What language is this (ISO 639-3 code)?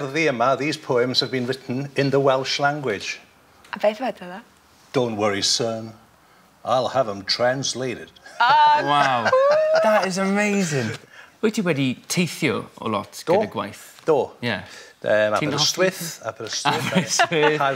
cym